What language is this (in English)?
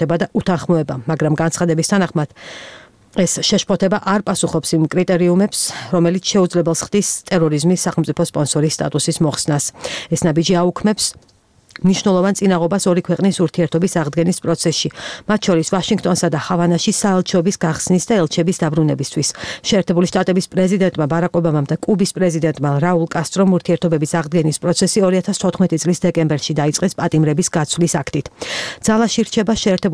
Georgian